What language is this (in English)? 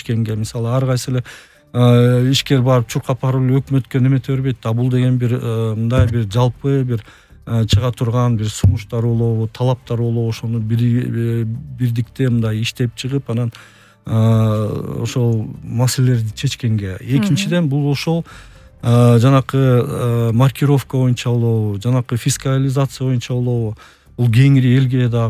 Kyrgyz